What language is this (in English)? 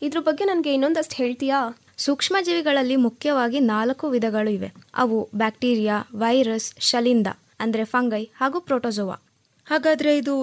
Kannada